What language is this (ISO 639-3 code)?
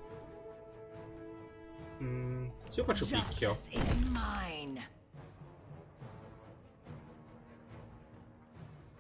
ita